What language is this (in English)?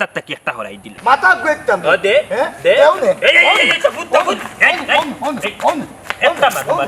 Sylheti